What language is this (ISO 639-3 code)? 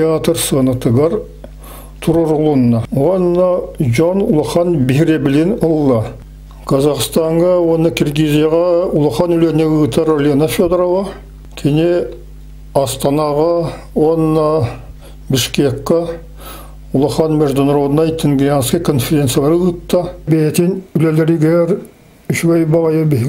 sah